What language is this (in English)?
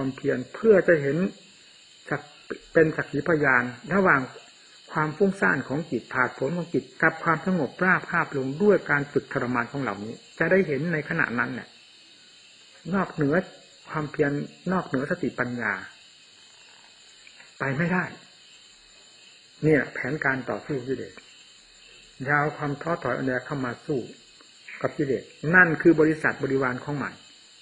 Thai